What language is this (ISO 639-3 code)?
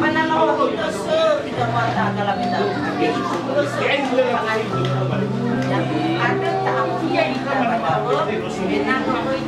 nia